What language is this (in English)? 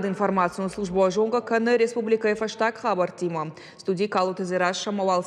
Ossetic